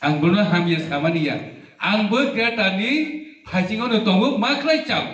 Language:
Riang (India)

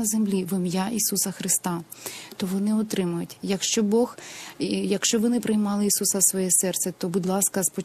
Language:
Ukrainian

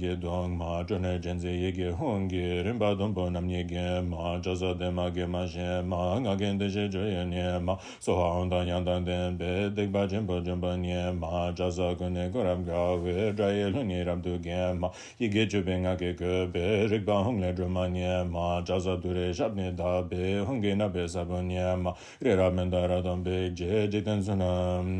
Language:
Tibetan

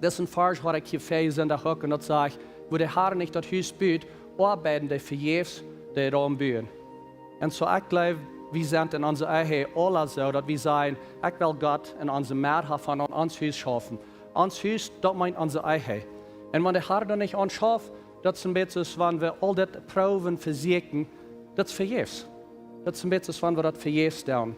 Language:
Plautdietsch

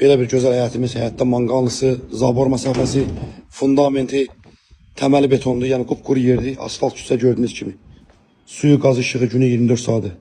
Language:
Azerbaijani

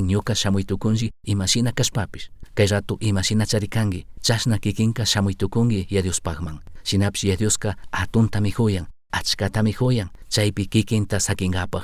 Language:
Chimborazo Highland Quichua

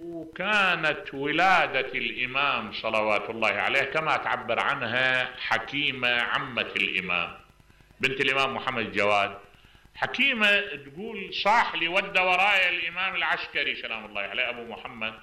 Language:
Mesopotamian Arabic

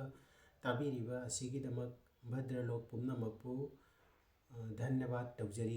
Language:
Manipuri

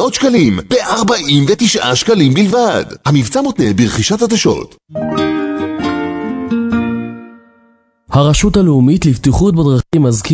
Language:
Hebrew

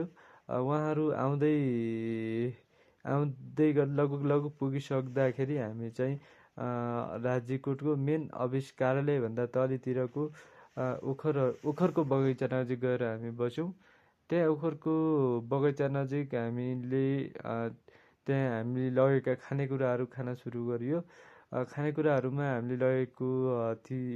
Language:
Nepali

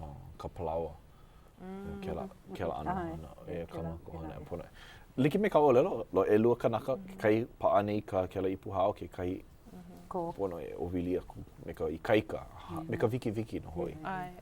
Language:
Hawaiian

